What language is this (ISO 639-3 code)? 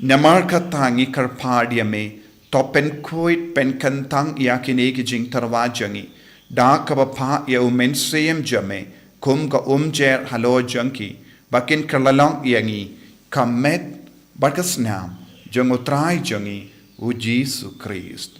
kha